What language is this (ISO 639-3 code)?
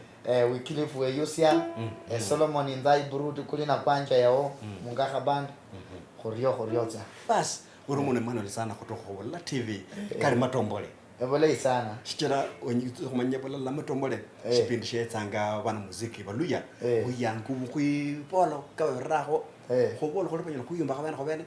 luy